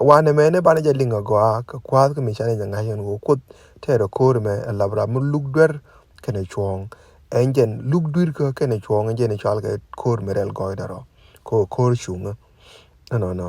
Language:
Nuer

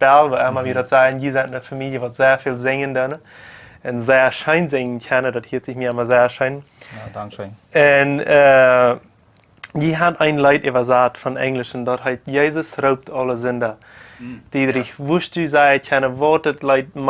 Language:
Plautdietsch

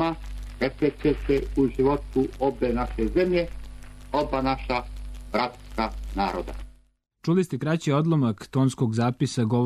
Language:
Serbian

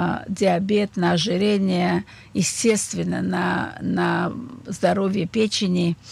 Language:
Russian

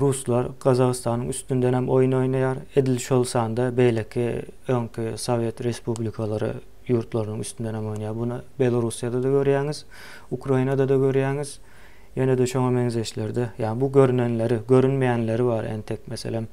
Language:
Turkmen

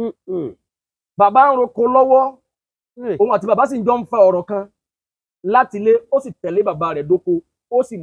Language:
Yoruba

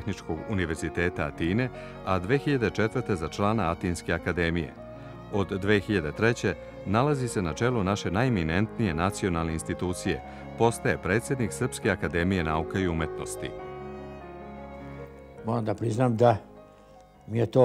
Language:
Serbian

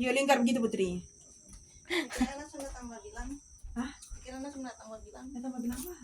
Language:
Manado Malay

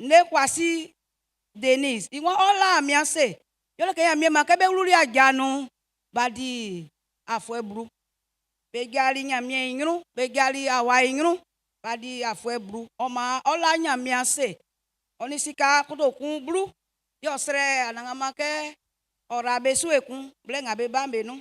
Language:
Baoulé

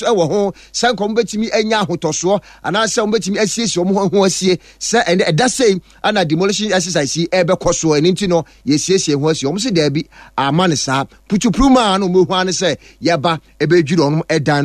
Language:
Akan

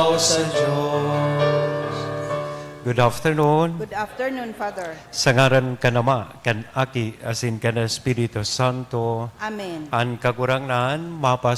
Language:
Bikol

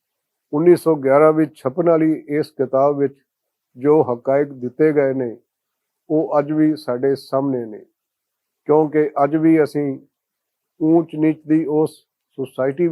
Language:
Western Panjabi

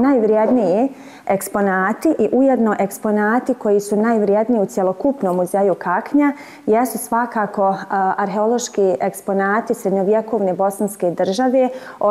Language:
Bosnian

